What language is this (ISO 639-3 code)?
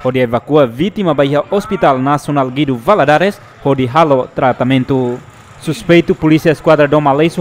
tet